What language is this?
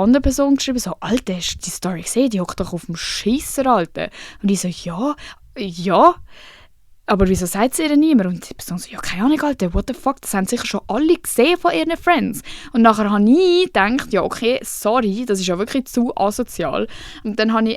Swiss German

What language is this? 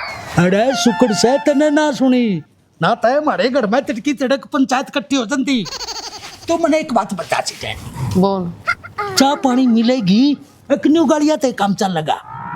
Haryanvi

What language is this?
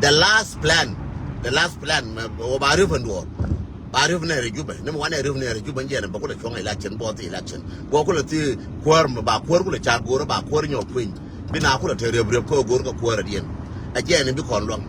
Nuer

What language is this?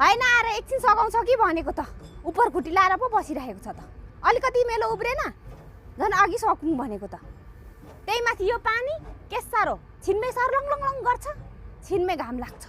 Nepali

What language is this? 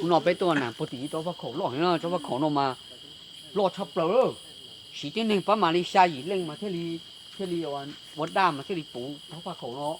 Hmong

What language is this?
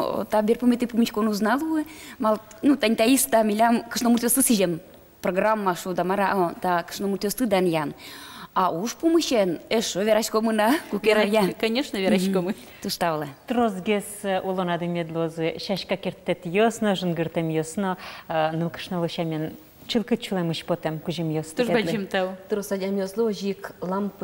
Udmurt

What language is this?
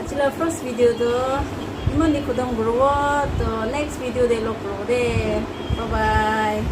Naga Pidgin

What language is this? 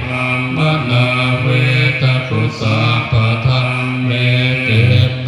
Pali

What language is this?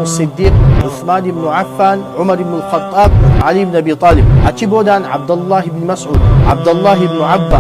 Oromo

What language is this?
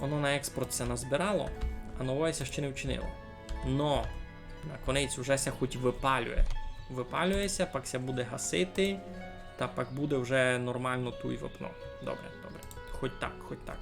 Rusyn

